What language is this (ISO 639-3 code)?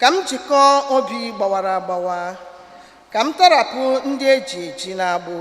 ibo